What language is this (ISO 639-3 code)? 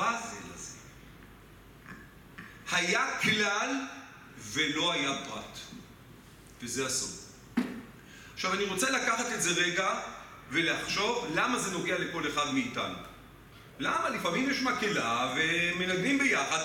heb